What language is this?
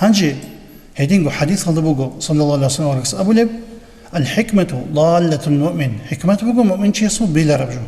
Avaric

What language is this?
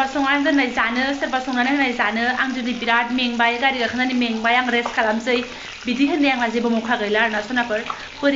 Bodo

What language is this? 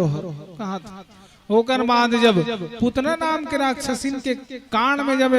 Chhattisgarhi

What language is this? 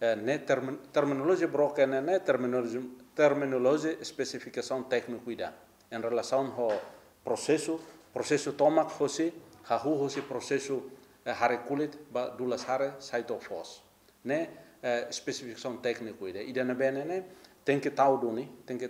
Tetum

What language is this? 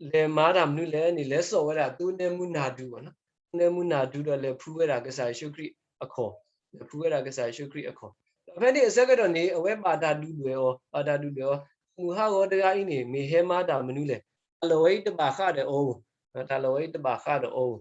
S'gaw Karen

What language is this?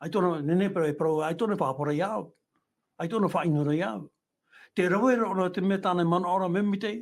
Tahitian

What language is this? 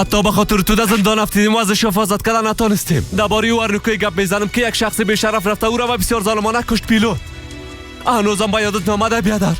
Persian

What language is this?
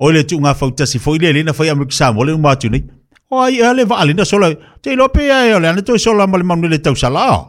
Samoan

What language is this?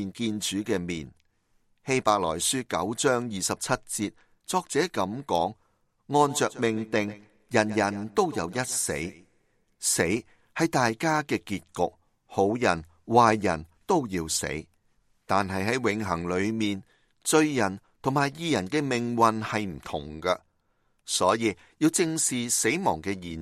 Cantonese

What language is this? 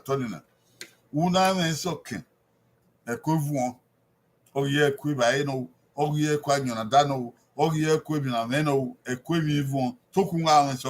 Bini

